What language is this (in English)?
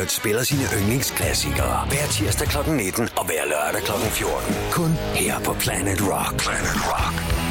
Danish